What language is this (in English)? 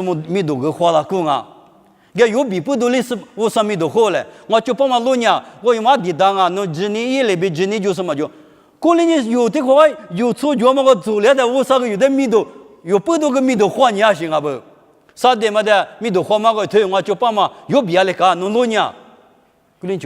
Lisu